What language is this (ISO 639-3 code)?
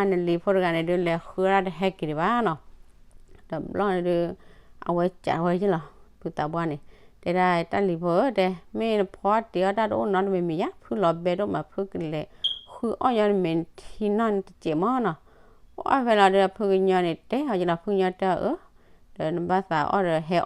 ksw